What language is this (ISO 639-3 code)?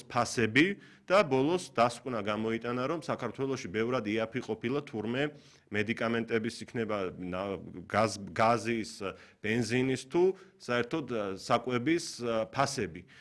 kat